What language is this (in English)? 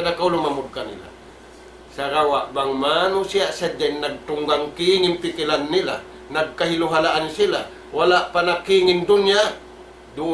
Tausug